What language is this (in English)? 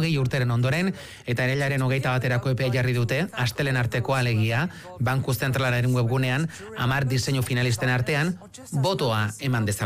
Basque